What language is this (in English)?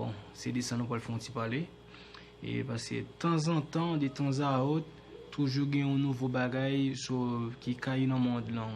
Haitian Creole